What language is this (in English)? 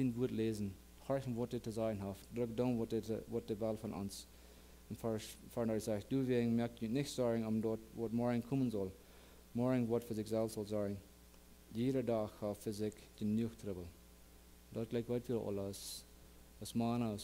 Plautdietsch